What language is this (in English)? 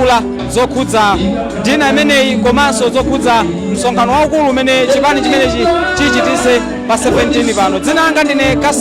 Nyanja